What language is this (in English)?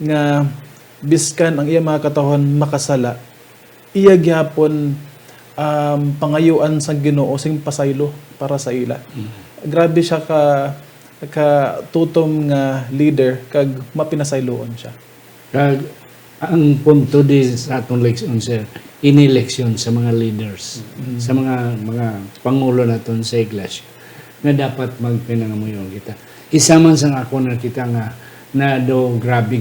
Hiligaynon